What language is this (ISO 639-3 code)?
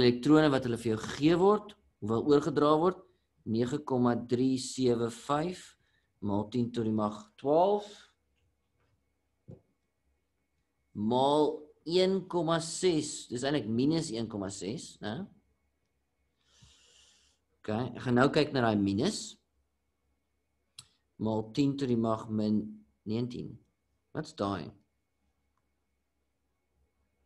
afr